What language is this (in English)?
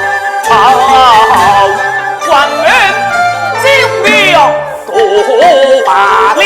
Pu-Xian Chinese